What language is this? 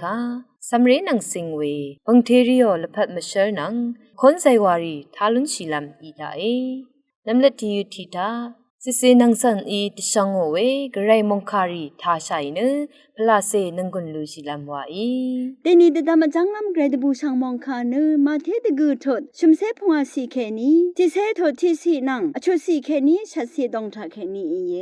Rawang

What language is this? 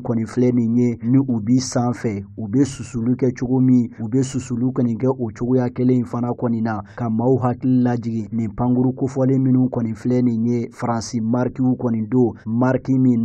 Bambara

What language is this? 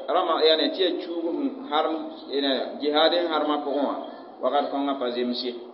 Mossi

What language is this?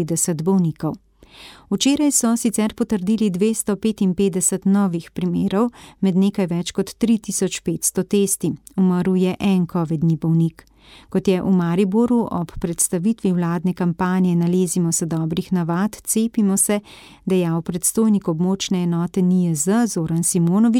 Slovenian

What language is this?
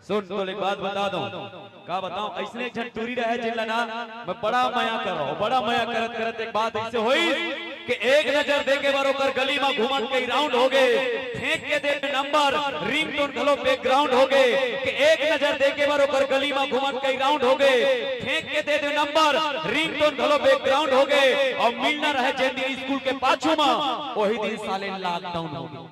Chhattisgarhi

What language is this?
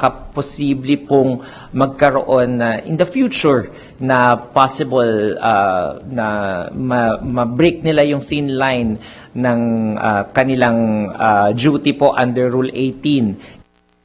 Filipino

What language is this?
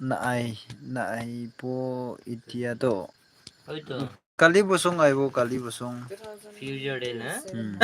Naga Pidgin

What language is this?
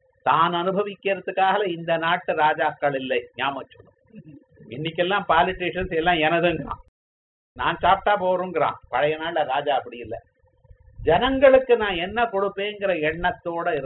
Tamil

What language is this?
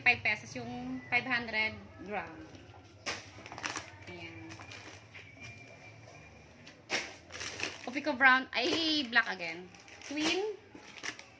Filipino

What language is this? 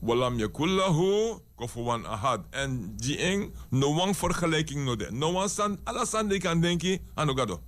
Sranan Tongo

